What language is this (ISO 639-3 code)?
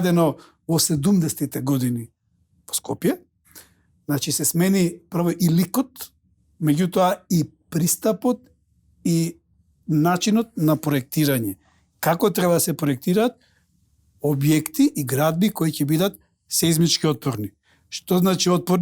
mkd